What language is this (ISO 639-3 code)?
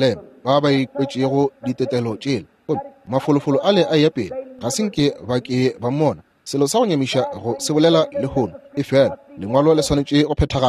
nso